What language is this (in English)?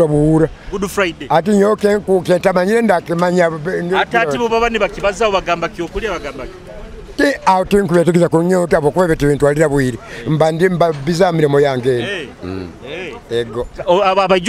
Nyoro